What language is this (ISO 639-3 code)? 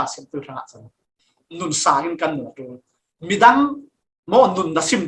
cfm